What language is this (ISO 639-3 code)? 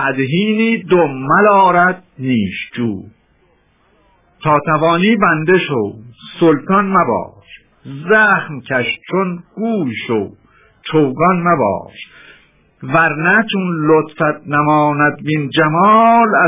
fas